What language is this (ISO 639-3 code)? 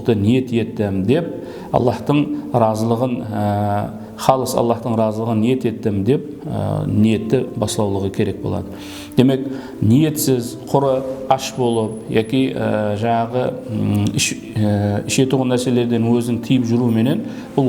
kaa